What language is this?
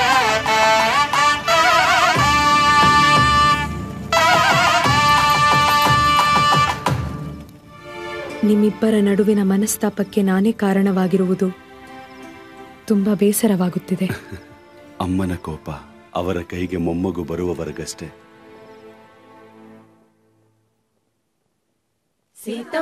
Kannada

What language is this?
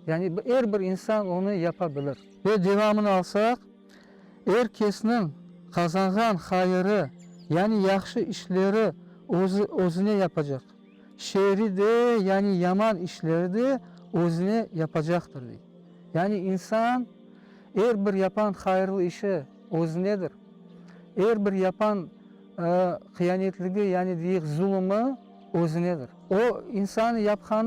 Crimean Tatar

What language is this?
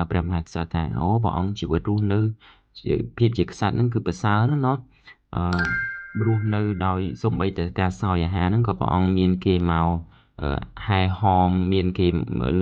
Khmer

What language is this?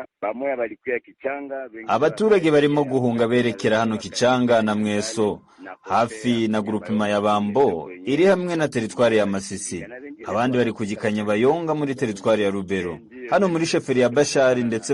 Rundi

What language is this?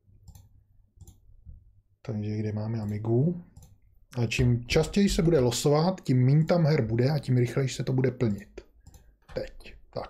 Czech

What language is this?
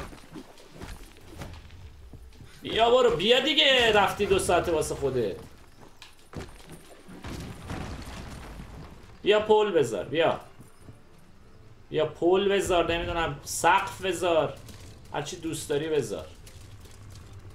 Persian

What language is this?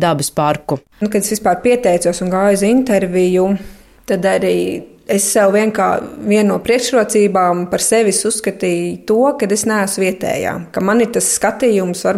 Latvian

